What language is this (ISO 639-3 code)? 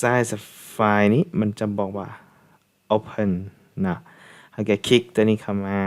lao